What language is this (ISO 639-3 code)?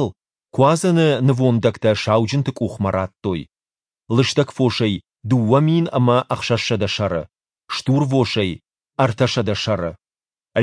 oss